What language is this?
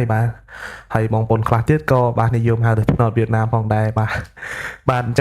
Khmer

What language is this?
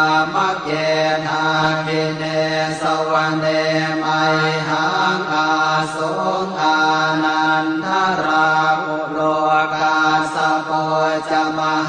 Pali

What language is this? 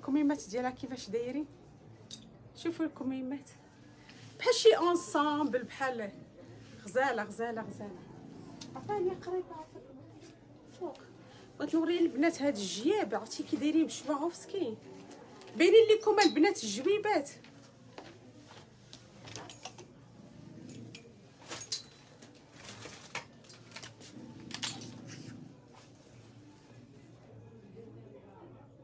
Moroccan Arabic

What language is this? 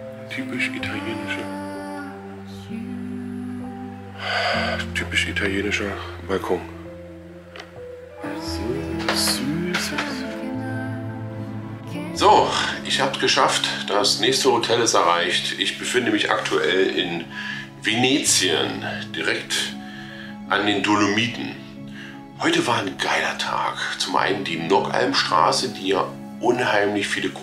German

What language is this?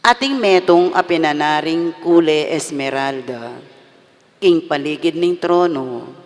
Pampanga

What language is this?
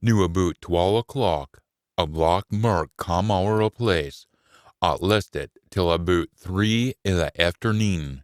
Scots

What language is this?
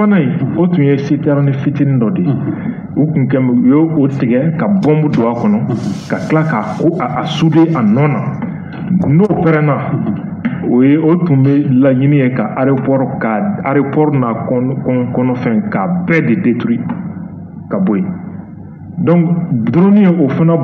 Bambara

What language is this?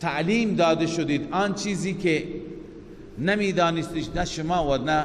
Persian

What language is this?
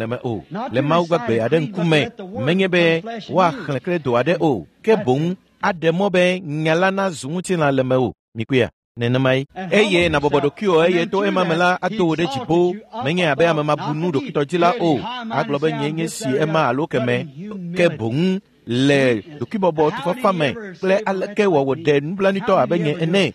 Ewe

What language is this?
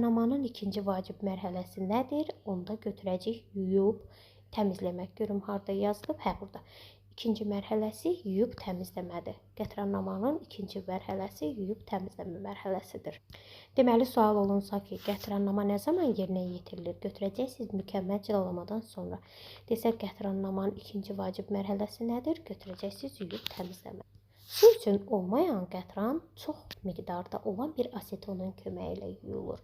Azerbaijani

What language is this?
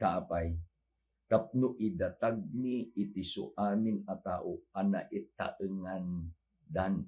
Iloko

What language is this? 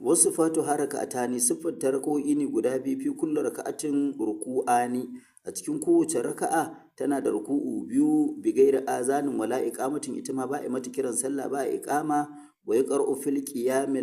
Hausa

